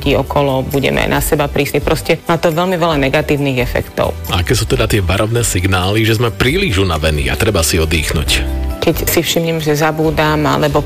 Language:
Slovak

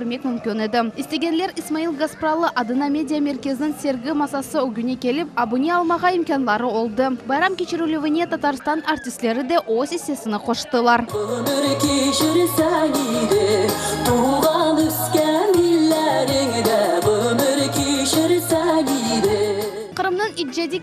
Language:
Crimean Tatar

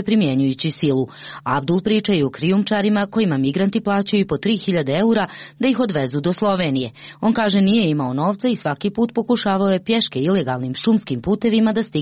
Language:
Croatian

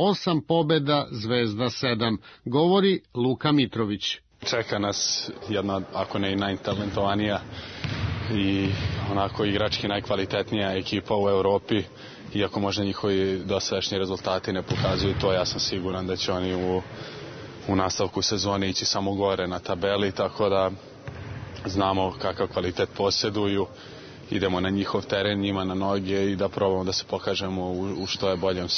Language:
Serbian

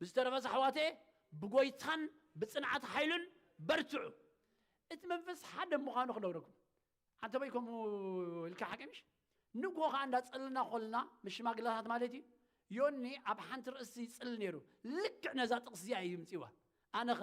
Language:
Tigrinya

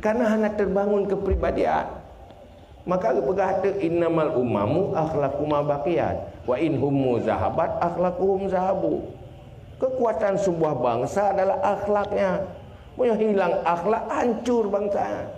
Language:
Achinese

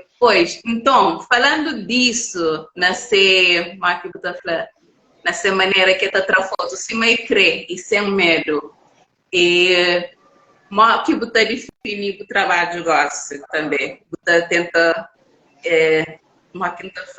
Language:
Kabuverdianu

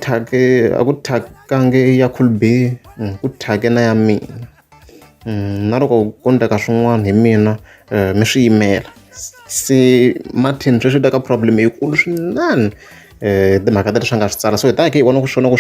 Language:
Tsonga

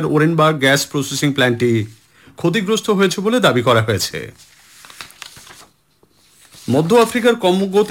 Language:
Bangla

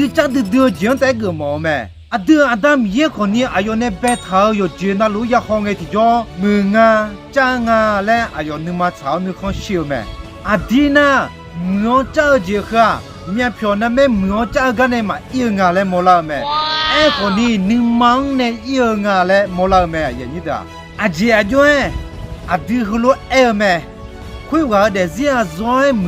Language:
Akha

